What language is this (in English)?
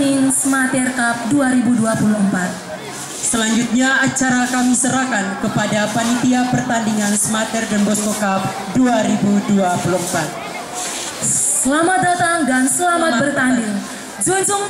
Indonesian